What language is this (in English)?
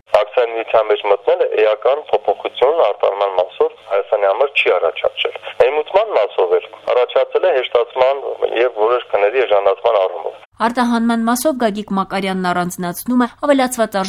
Armenian